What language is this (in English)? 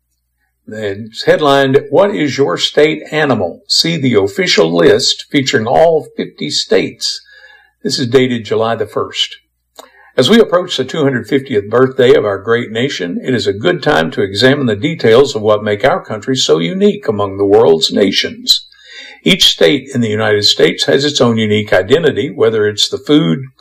English